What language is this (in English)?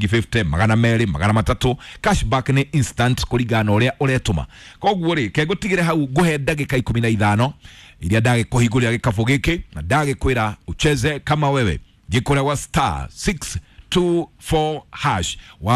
Kikuyu